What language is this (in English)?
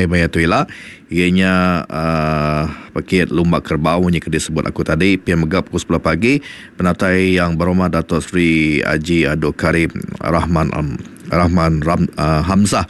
Iban